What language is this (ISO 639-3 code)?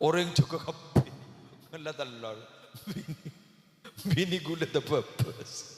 mad